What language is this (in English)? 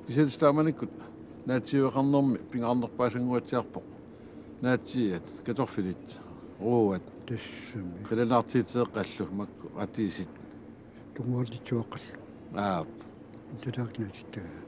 Kalaallisut